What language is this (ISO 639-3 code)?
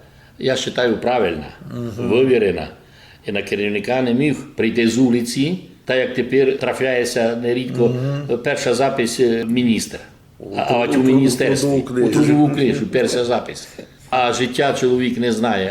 rue